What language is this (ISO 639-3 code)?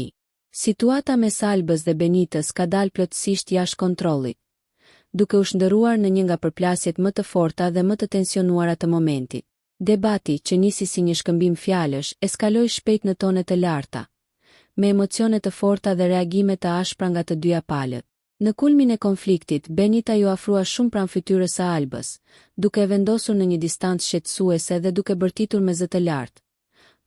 sqi